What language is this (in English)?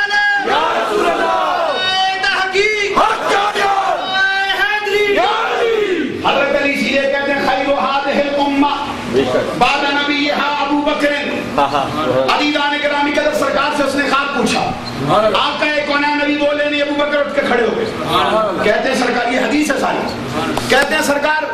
Urdu